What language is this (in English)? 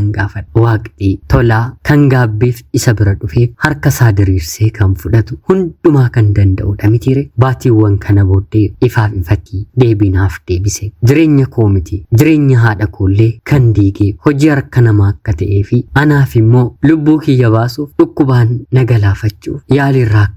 Oromo